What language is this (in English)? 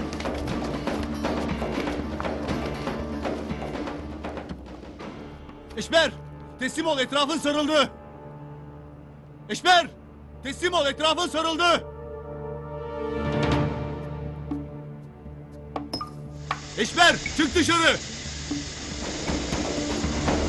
Turkish